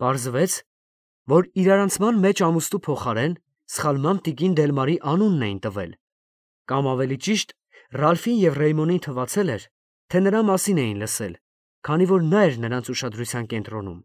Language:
Armenian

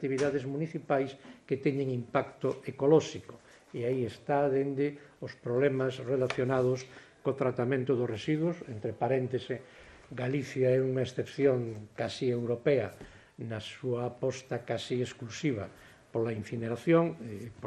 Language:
Galician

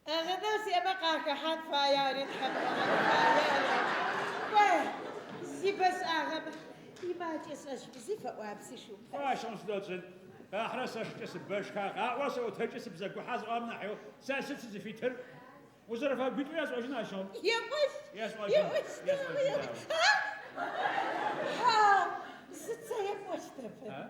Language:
Adyghe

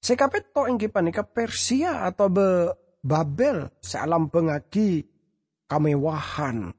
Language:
Madurese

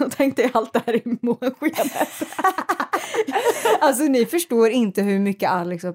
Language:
Swedish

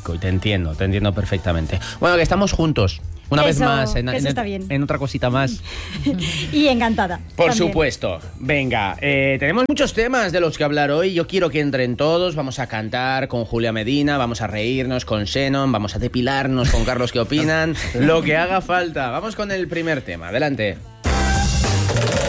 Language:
Spanish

